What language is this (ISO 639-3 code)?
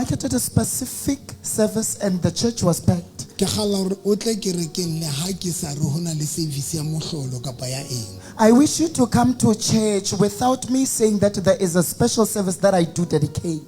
sot